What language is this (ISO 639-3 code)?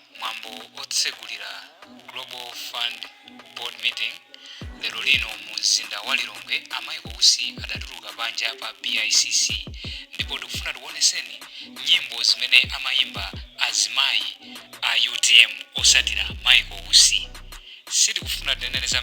nya